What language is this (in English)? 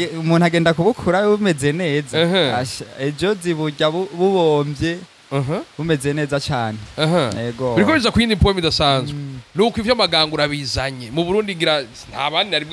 Rundi